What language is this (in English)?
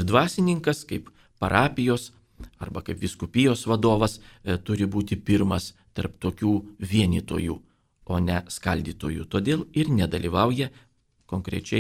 Lithuanian